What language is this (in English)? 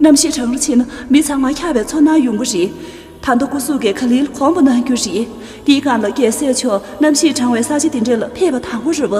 Tibetan